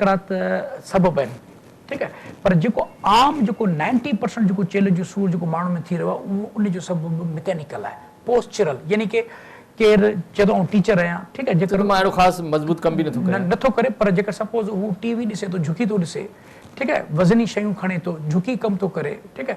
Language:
Sindhi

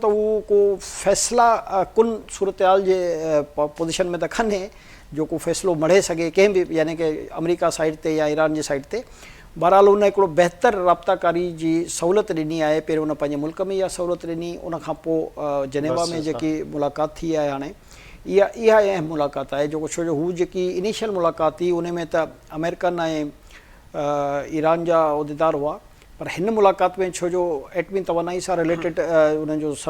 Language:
Sindhi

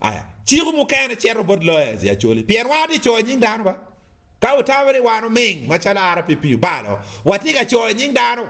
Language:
Acoli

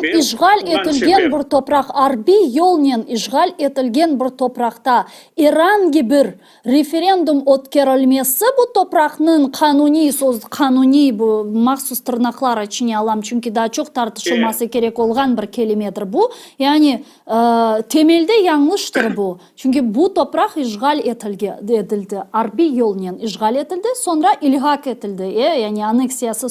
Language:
Crimean Tatar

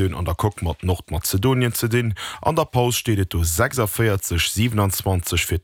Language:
Luxembourgish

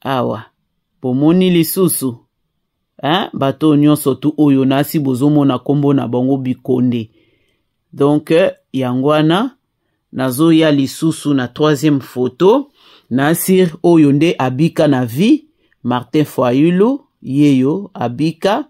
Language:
Lingala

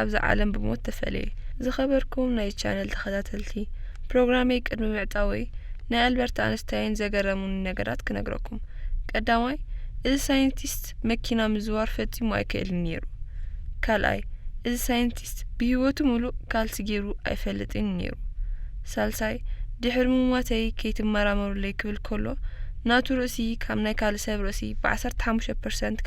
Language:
Tigrinya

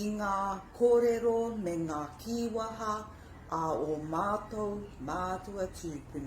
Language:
Māori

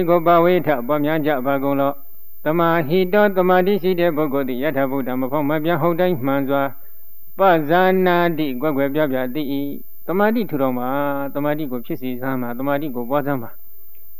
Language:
Burmese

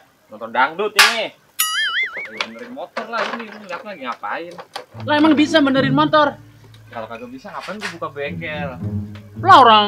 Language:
Betawi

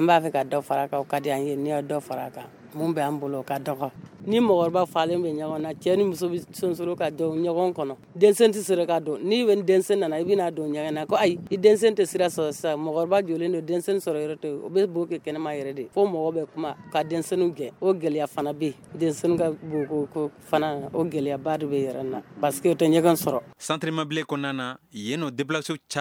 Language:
Bambara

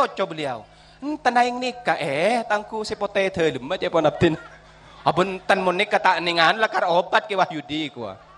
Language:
Madurese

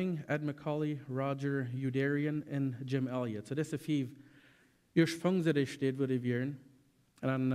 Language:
Plautdietsch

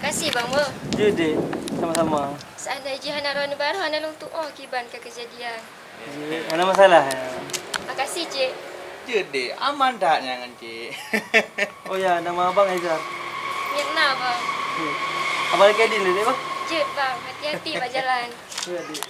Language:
Achinese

